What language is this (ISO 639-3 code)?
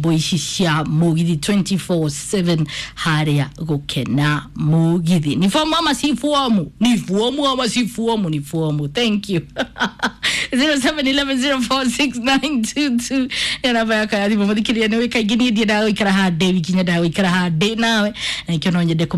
kik